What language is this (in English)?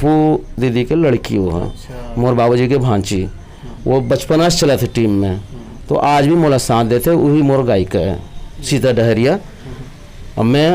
Chhattisgarhi